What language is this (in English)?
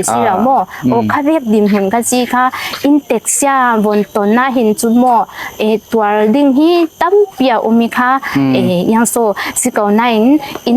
Falam Chin